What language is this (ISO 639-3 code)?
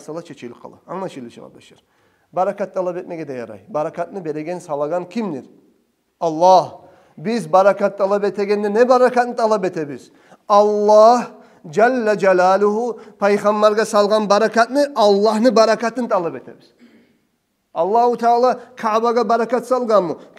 kum